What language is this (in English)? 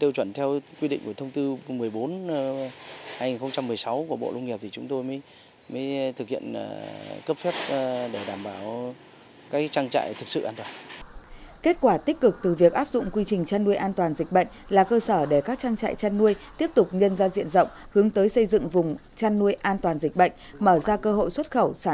Vietnamese